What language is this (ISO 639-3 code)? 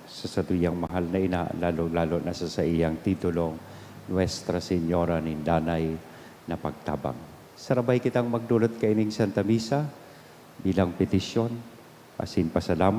bik